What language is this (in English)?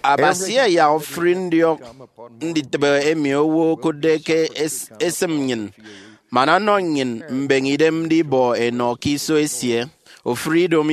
Efik